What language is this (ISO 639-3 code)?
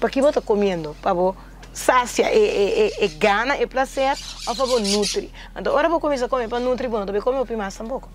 pap